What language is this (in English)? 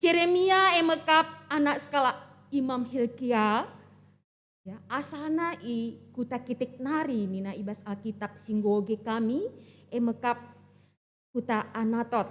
Batak Karo